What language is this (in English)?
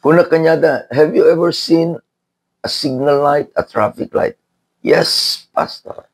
Iloko